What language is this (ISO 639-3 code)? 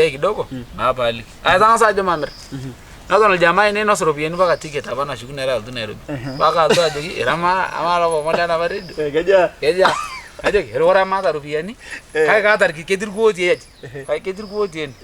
mas